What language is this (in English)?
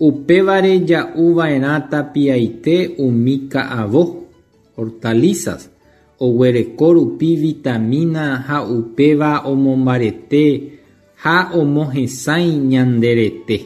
Guarani